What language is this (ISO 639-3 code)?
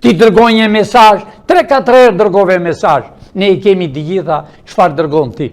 sqi